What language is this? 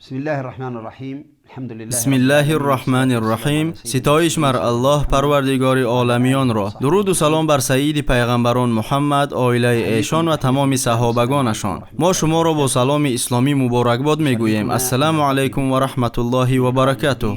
Tajik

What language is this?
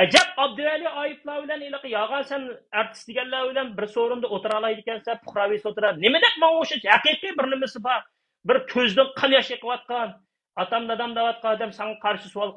Uyghur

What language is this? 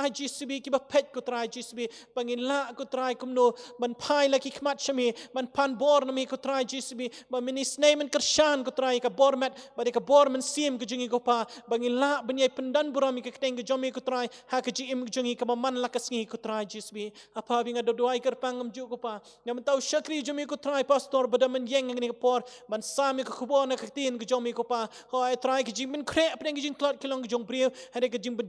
Khasi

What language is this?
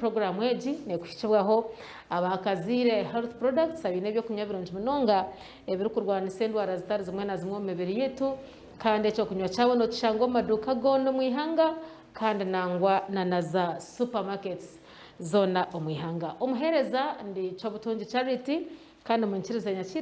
Nyankole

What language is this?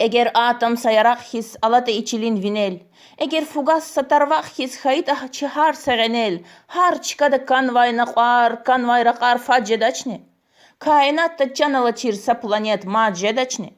Lezghian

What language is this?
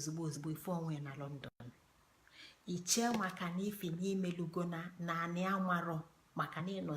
Igbo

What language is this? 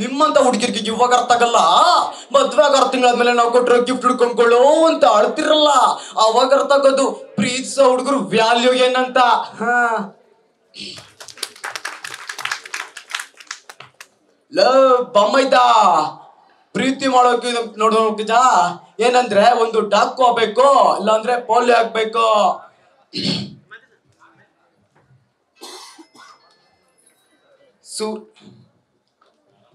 Kannada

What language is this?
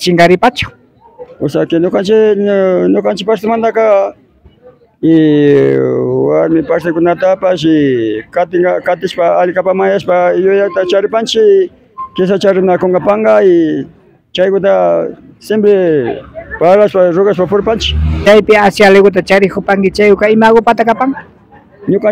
Imbabura Highland Quichua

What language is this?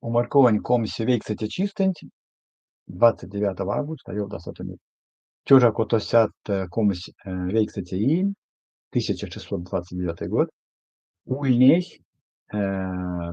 Erzya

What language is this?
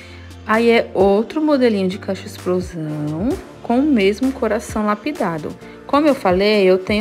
Portuguese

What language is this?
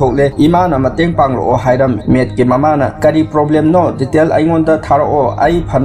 Manipuri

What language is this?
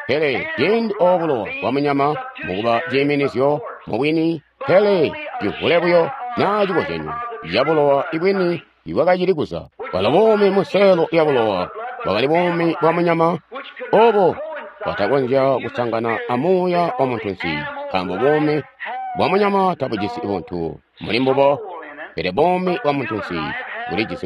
Tonga (Zambia)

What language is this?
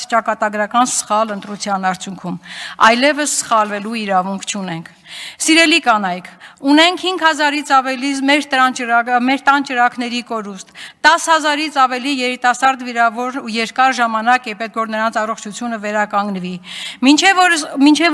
Armenian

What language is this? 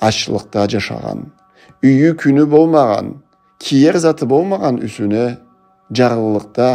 Karachay-Balkar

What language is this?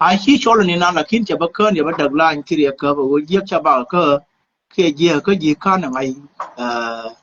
Nuer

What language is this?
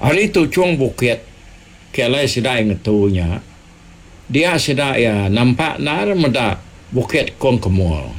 Iban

